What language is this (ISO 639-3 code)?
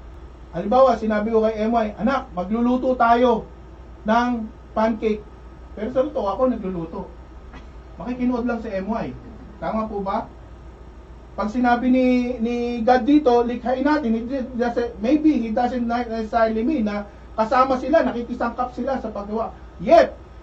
fil